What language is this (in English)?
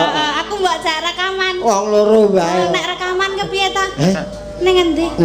Javanese